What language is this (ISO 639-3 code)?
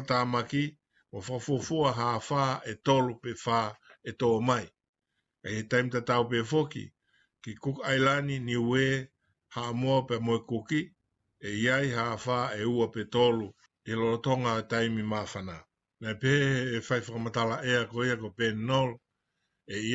ton